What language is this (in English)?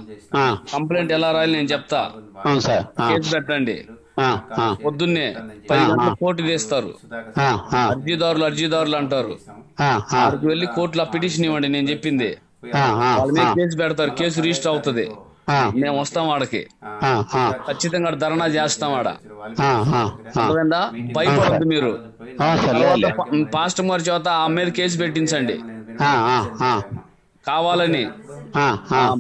Telugu